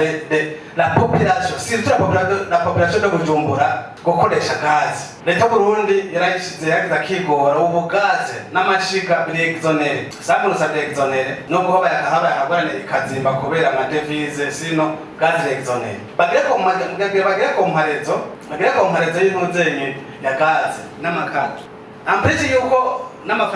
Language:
Rundi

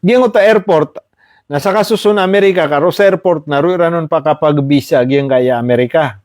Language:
Maranao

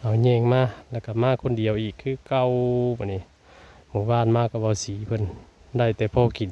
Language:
Northeastern Thai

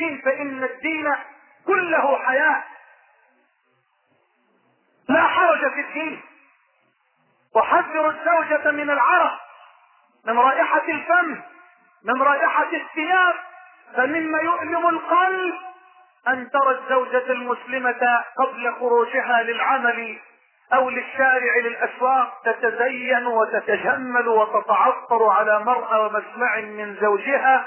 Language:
Arabic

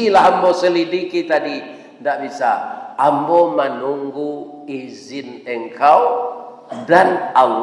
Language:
Minangkabau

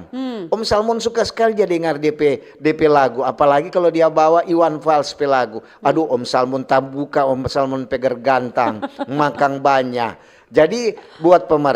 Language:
Manado Malay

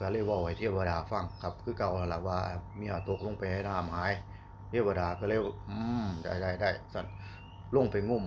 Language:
Northeastern Thai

